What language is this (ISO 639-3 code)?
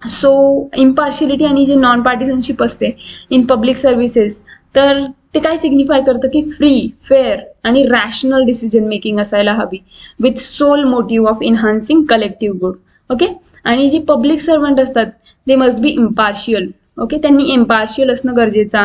mar